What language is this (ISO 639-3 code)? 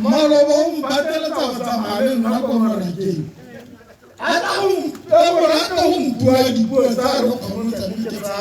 tsn